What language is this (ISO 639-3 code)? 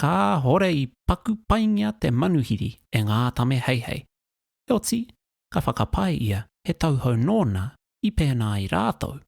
mri